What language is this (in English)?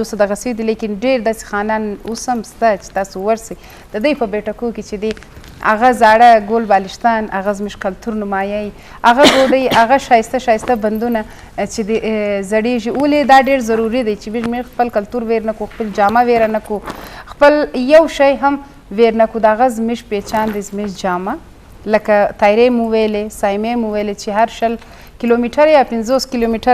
Eastern Balochi